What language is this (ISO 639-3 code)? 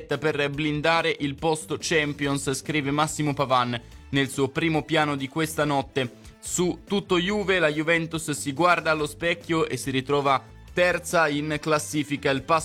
ita